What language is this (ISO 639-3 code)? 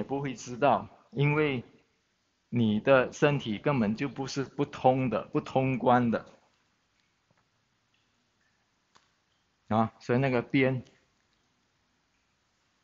zho